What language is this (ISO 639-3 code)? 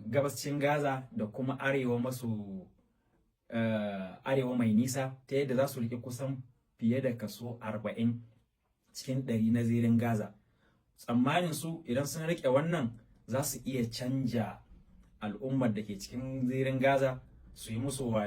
hau